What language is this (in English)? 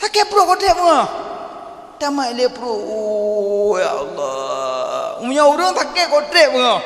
Achinese